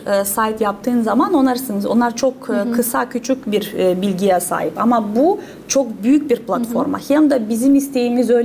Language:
Gagauz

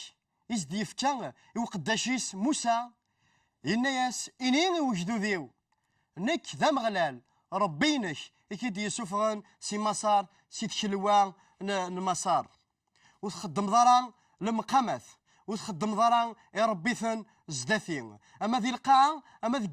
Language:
Kabyle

